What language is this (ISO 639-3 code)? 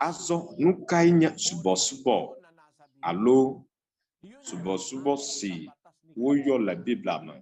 ewe